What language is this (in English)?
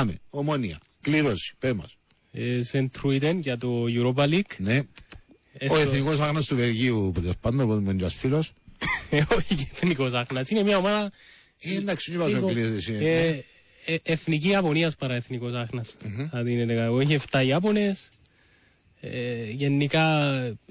Greek